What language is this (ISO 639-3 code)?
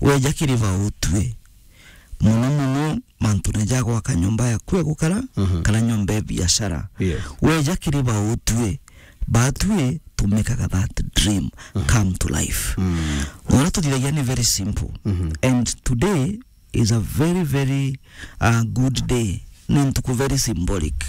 mer